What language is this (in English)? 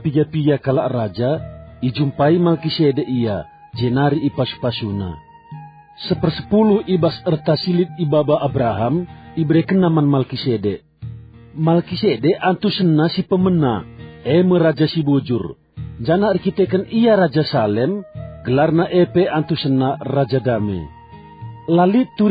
Batak Karo